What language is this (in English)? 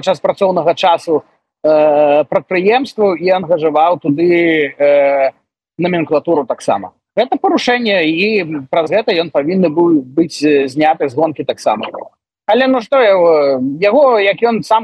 Belarusian